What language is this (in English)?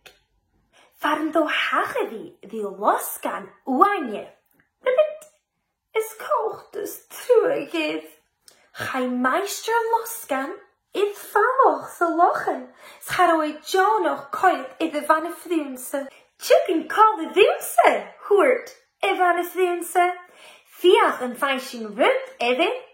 Scottish Gaelic